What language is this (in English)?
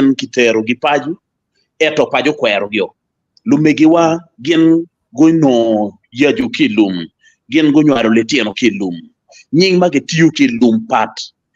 Acoli